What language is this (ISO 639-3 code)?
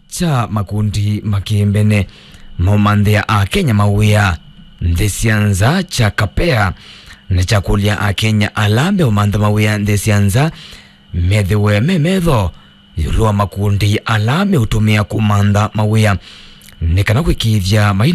kam